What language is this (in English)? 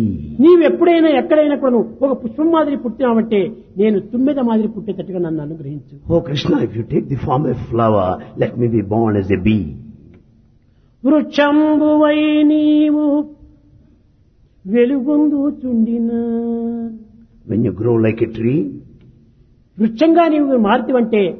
Telugu